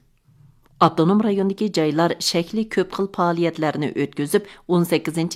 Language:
Uyghur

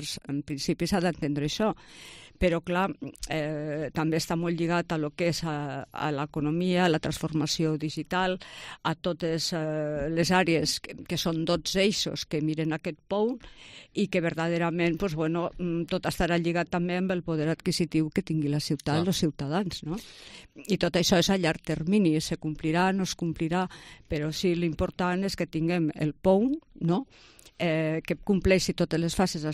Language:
Catalan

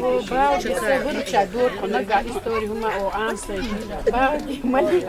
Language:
Chechen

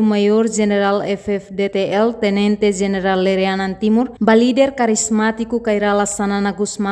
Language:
Tetum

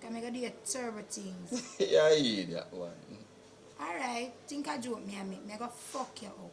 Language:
Jamaican Creole English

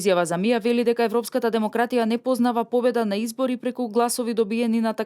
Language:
Macedonian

